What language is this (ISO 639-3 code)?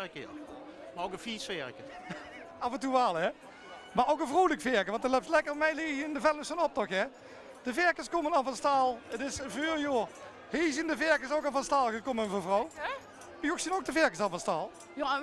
lim